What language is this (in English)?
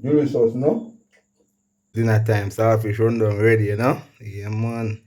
Jamaican Creole English